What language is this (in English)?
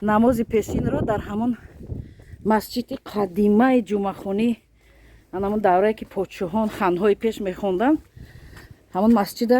Tajik